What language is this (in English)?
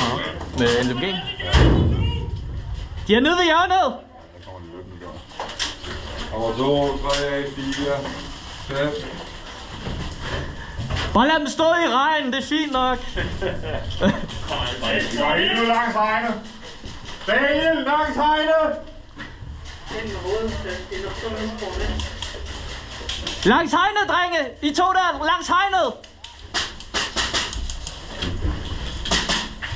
Danish